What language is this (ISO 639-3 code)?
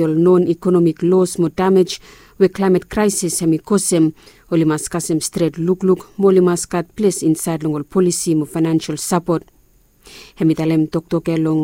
bis